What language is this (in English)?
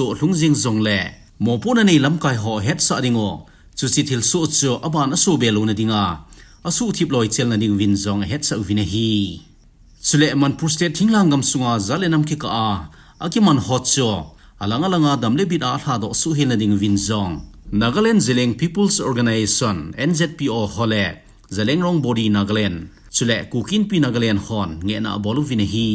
Thado Chin